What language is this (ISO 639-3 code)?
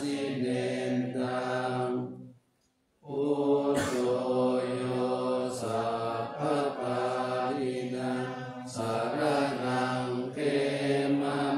pli